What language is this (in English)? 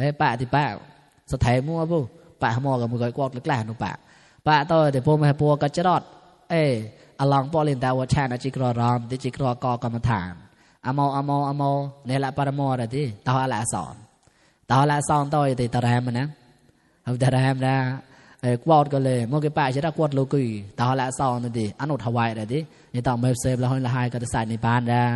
Mon